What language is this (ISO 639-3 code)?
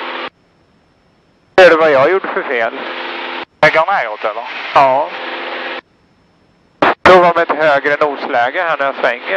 swe